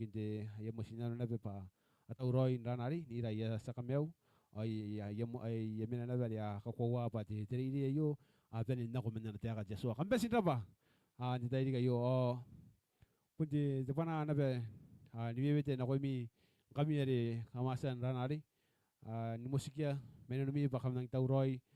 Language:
Gilbertese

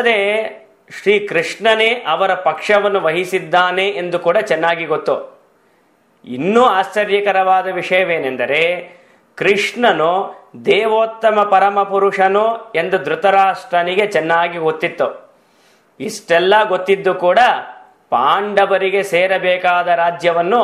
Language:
Kannada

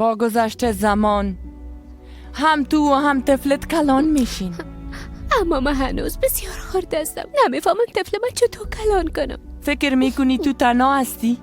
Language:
Persian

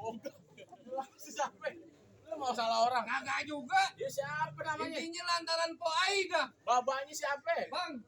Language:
Betawi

